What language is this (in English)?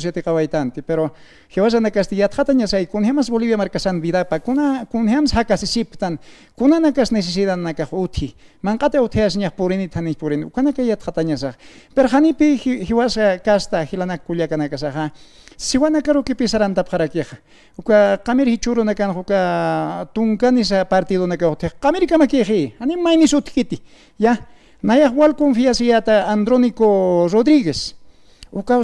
Aymara